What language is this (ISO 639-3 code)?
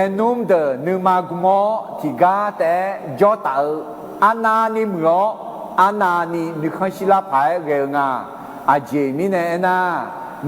ahk